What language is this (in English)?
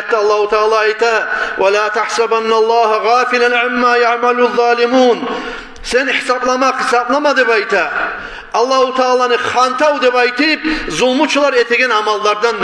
Kumyk